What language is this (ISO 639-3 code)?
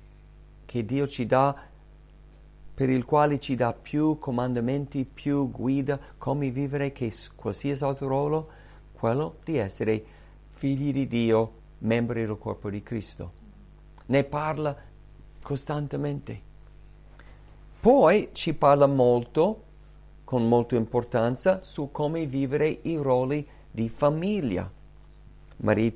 ita